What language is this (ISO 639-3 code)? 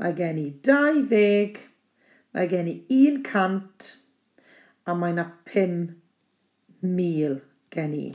cym